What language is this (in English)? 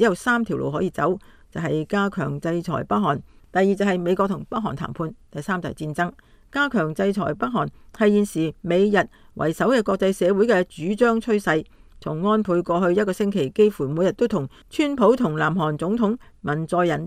Cantonese